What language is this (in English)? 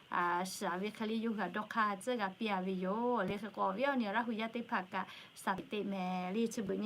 Lahu